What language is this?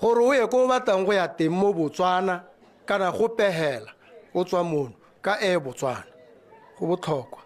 Tswana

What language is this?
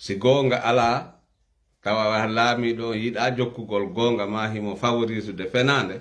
Fula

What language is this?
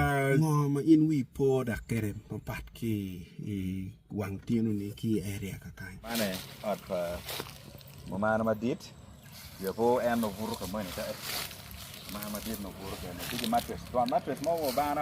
Acoli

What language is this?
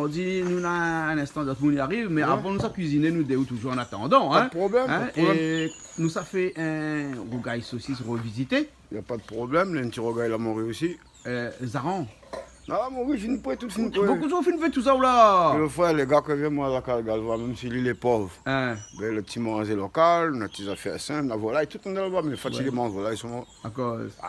Réunion Creole French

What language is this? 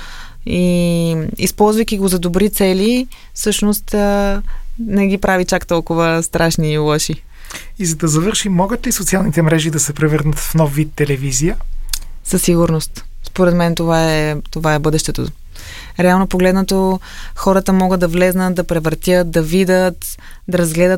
Bulgarian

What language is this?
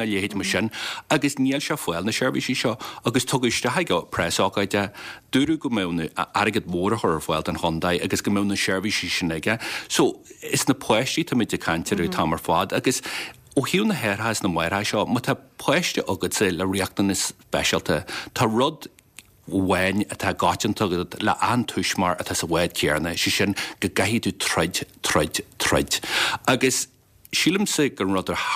Irish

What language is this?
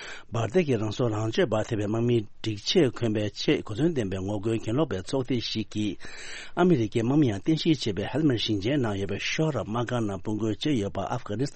Tibetan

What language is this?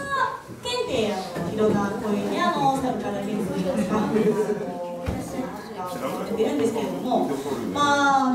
Japanese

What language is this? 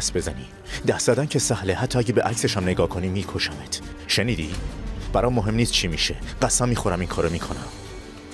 Persian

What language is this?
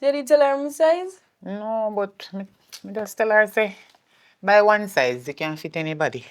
Jamaican Creole English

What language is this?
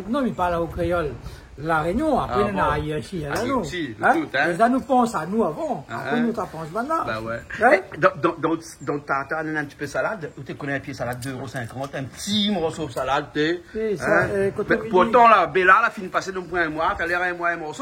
Réunion Creole French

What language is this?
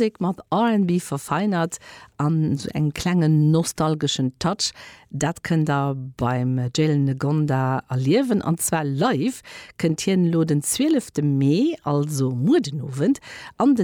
Luxembourgish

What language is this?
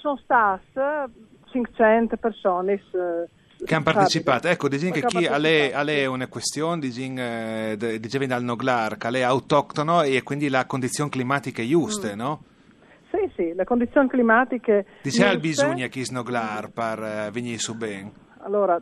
Friulian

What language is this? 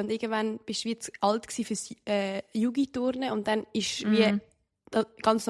Swiss German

